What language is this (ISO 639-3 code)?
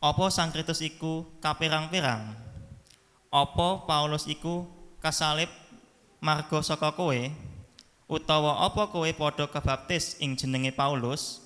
jav